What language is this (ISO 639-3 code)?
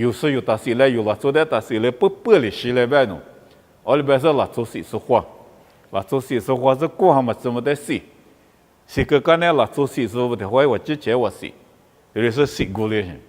lis